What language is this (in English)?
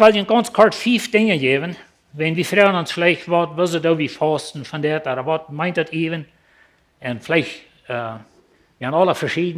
Plautdietsch